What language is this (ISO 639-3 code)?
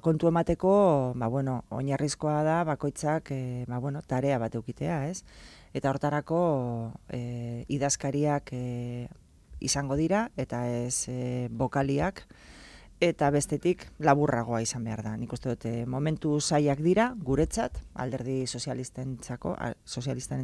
eus